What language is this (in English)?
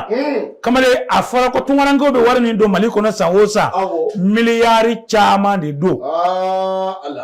Bambara